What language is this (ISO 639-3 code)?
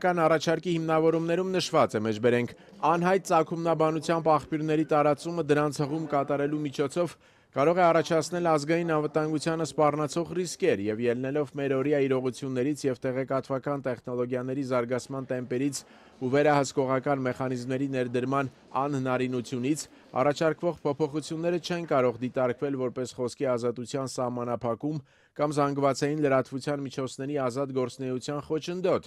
hye